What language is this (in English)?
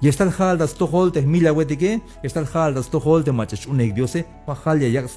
Tzeltal